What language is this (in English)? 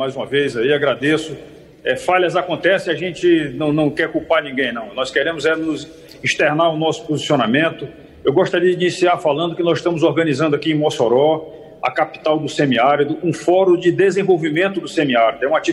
Portuguese